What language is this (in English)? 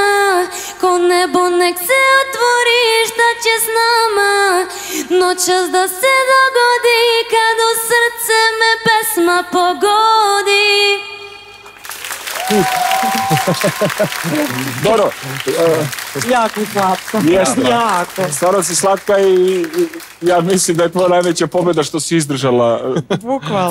Serbian